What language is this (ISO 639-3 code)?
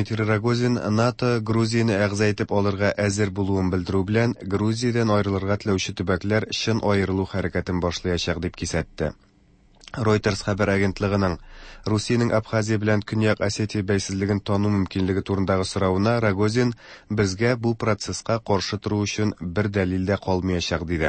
tat